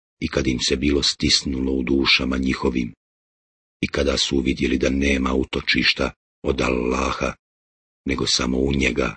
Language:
Bosnian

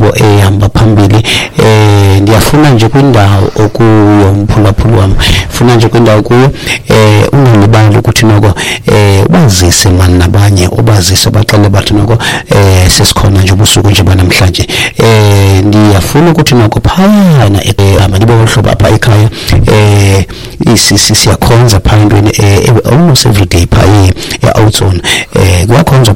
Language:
Xhosa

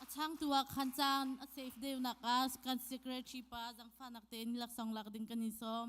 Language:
Hakha Chin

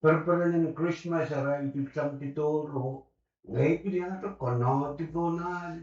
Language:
Pohnpeian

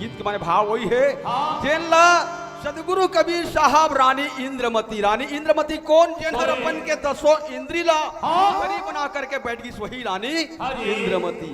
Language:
Chhattisgarhi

